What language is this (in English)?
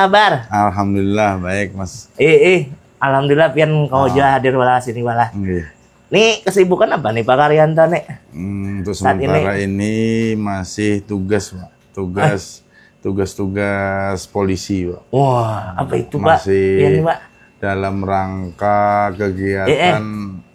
Banjar